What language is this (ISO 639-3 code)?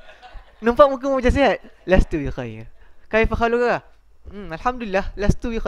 msa